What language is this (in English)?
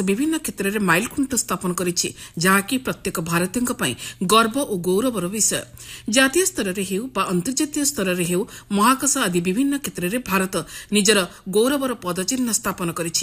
Odia